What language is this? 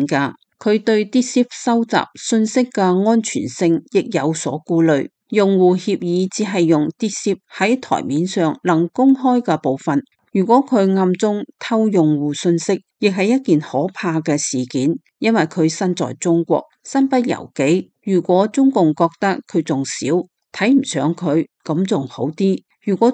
Cantonese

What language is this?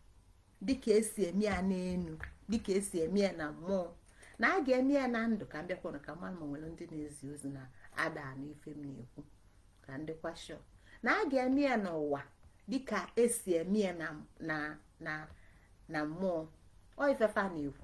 Igbo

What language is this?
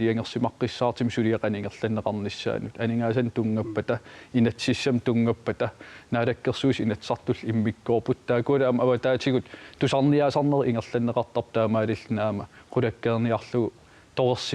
Kalaallisut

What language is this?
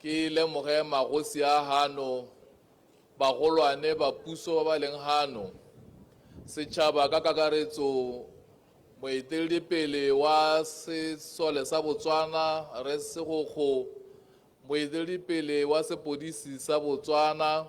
Tswana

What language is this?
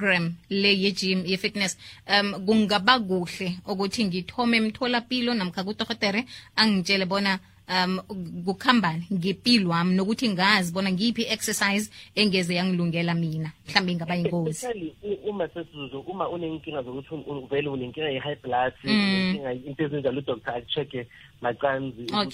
South Ndebele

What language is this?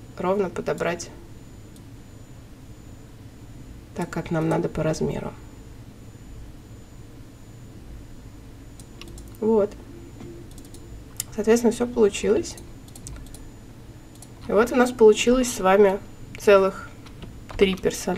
Russian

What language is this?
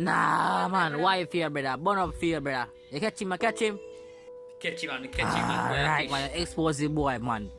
Jamaican Creole English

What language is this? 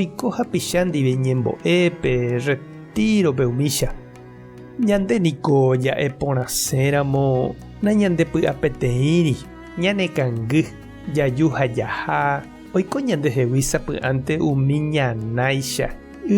Guarani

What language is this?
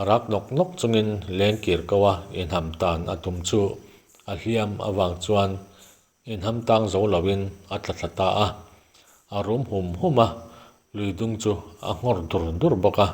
Mizo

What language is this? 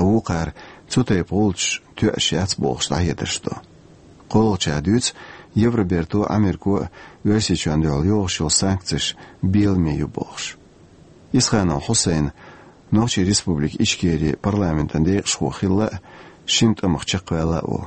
Chechen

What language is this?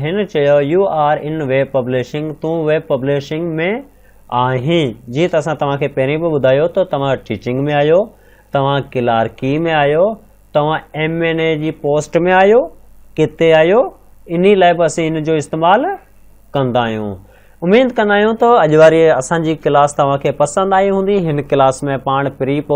Sindhi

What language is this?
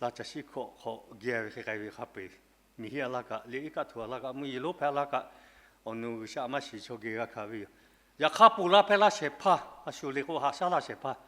Lahu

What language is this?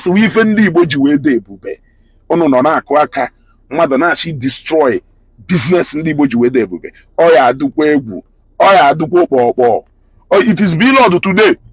Igbo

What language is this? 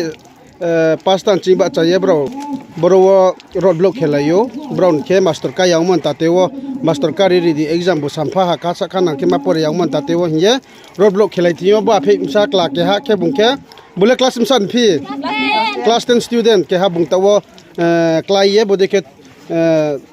Riang (India)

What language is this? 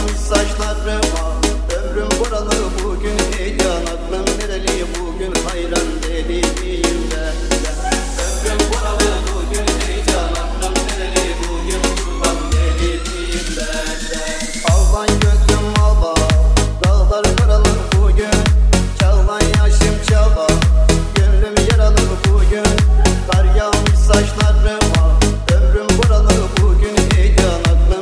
Turkish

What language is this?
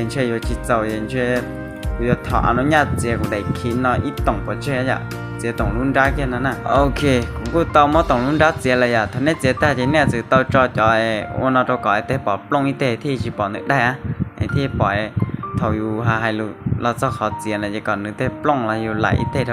Hmong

